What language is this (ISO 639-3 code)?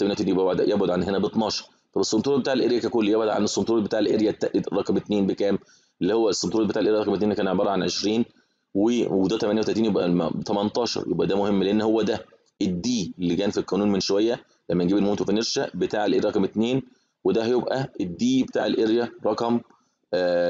arz